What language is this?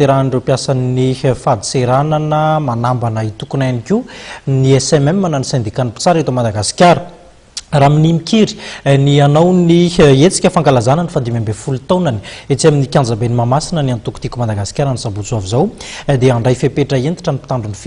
Malagasy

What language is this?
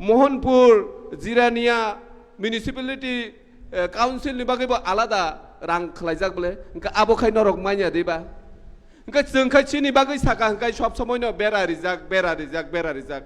Kok Borok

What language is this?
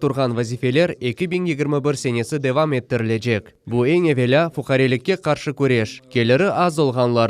Crimean Tatar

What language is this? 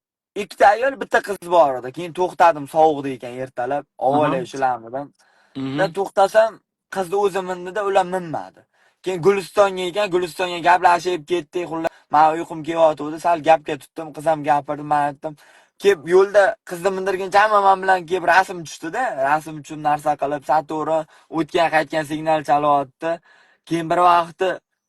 Uzbek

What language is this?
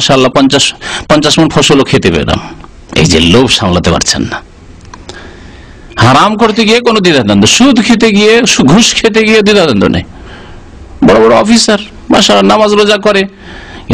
Bangla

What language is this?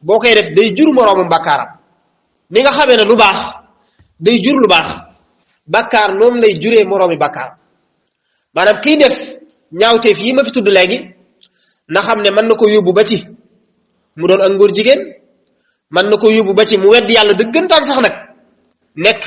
Wolof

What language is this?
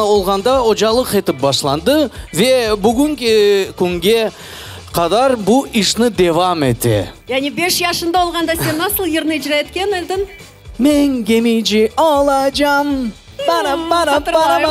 Crimean Tatar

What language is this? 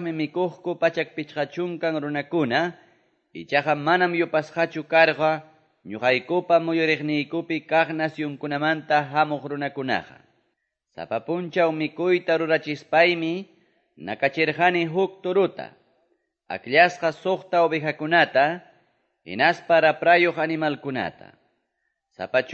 Quechua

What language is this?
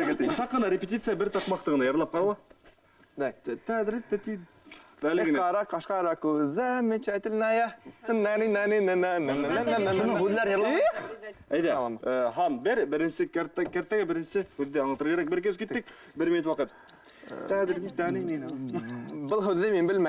Bashkir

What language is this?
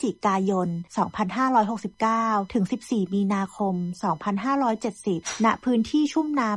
Thai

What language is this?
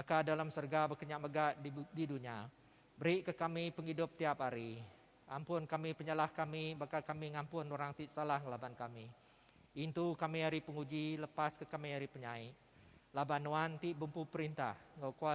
Iban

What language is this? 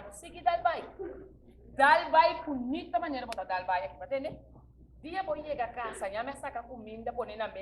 Papiamento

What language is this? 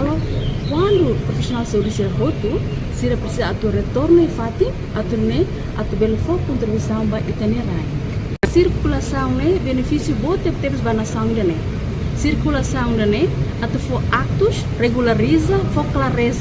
Tetum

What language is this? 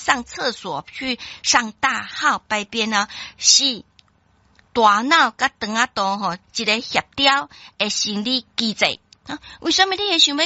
Min Nan Chinese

